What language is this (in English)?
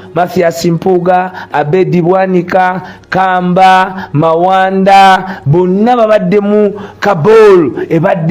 Ganda